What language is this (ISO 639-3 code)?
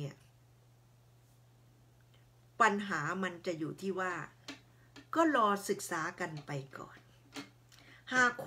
tha